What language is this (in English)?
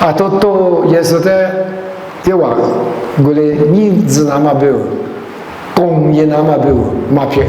Lisu